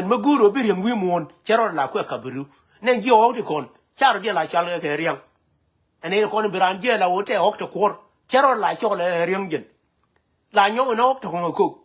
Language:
Nuer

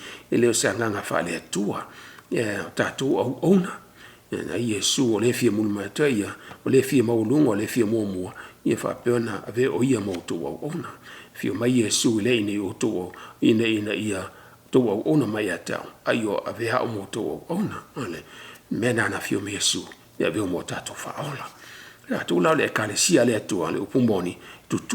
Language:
Samoan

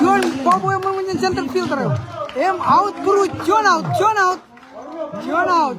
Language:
Marshallese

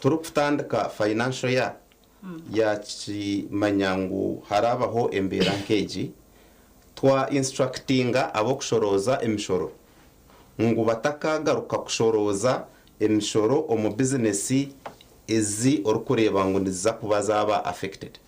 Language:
Nyankole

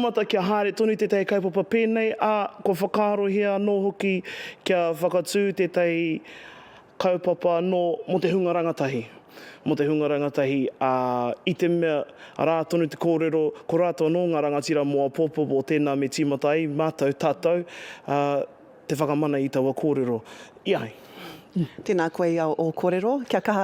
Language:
Māori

